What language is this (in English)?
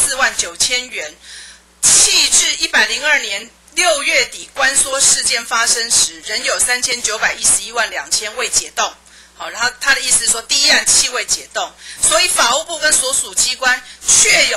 Chinese